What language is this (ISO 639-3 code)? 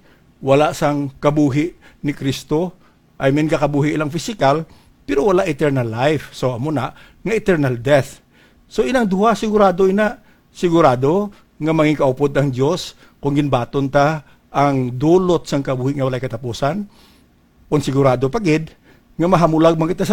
hil